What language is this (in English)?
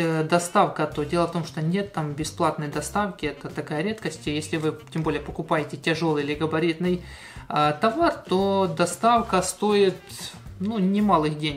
Russian